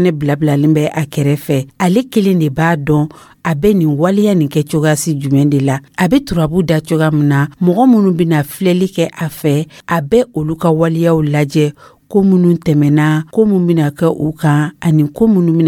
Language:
Dyula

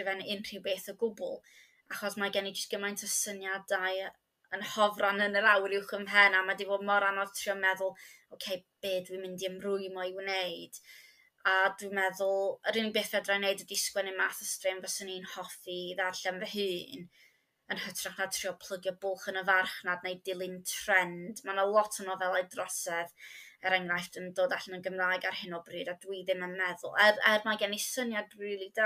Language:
Welsh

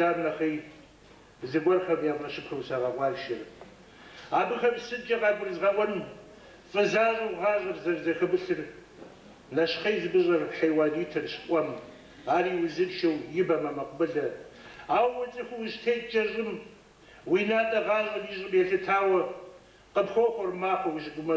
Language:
Kabardian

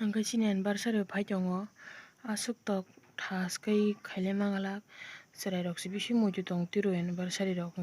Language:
Kok Borok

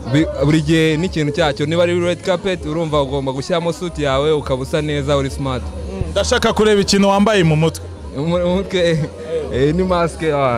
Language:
Kinyarwanda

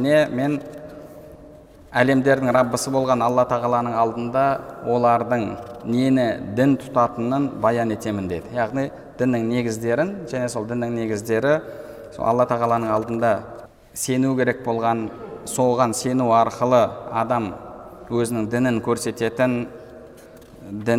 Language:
Kazakh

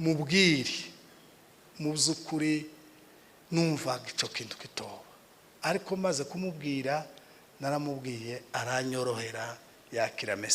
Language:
Kinyarwanda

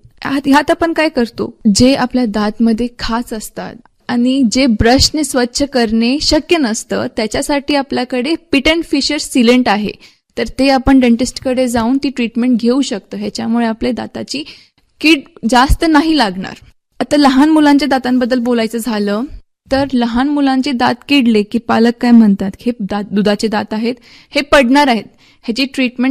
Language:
Marathi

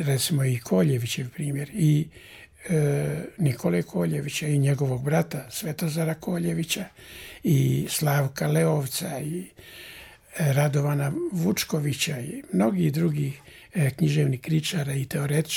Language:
Serbian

